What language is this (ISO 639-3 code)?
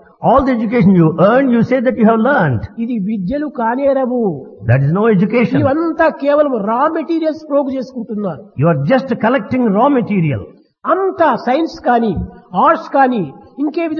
tel